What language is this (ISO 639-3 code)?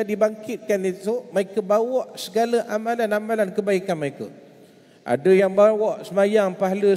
msa